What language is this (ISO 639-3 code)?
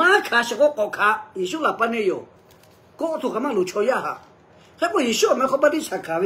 lhu